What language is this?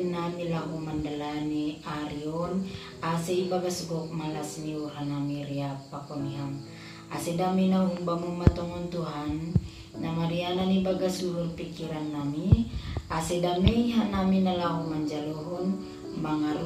Batak Simalungun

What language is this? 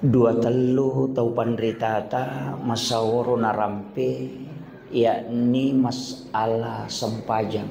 Buginese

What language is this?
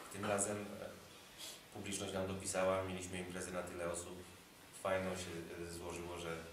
Polish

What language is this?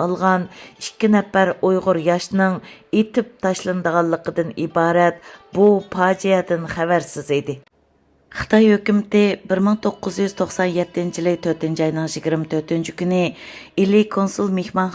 Uyghur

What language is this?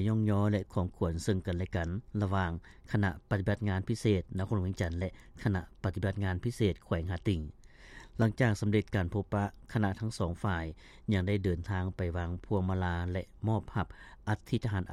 Lao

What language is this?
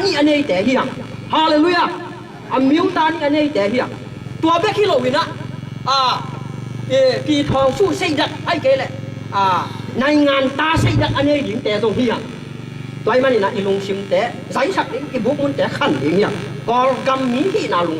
Tedim Chin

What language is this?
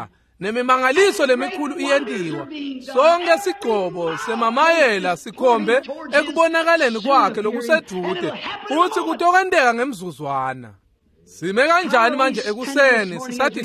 Swati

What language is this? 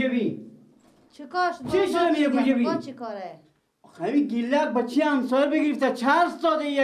Persian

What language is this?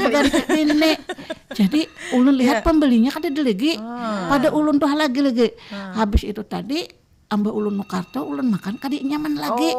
Banjar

